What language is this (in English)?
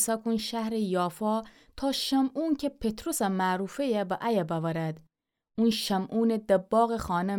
Gilaki